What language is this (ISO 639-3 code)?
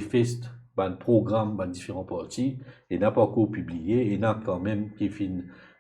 mfe